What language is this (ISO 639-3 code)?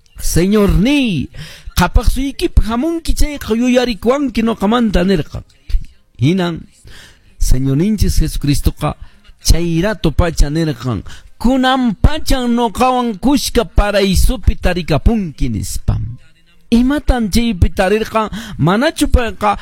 que